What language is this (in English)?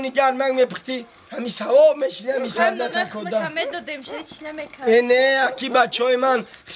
Tajik